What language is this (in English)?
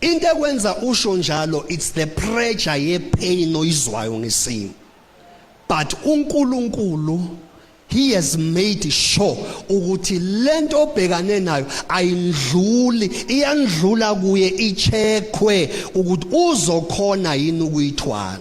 Zulu